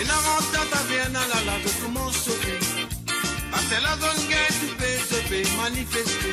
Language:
Morisyen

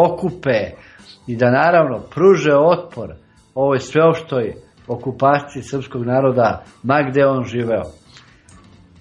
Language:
Serbian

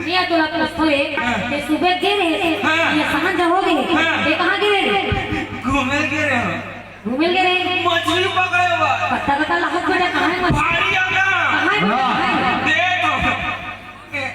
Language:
Chhattisgarhi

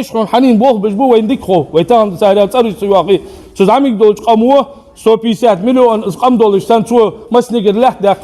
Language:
Ingush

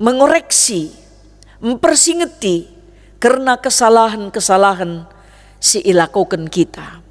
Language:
Batak Karo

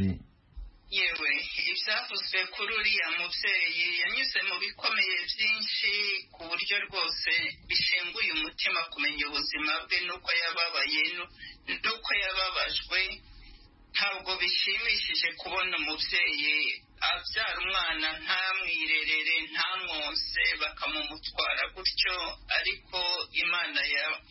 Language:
Kinyarwanda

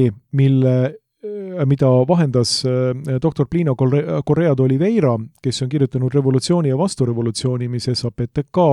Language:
Estonian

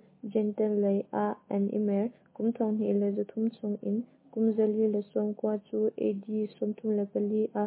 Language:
Hakha Chin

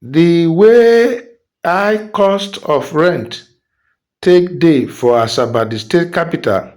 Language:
Nigerian Pidgin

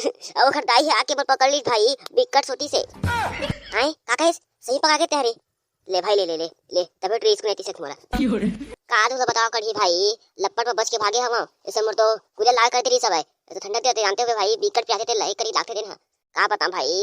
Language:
Chhattisgarhi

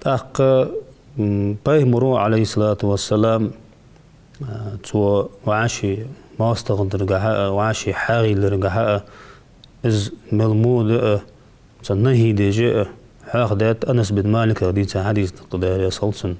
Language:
Ingush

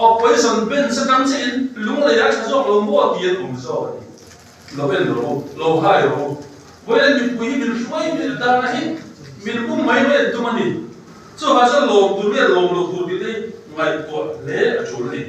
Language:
Mizo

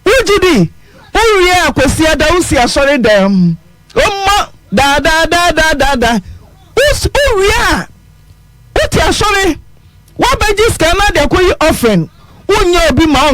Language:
Akan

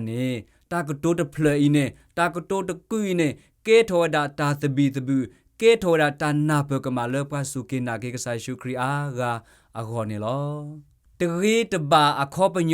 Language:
S'gaw Karen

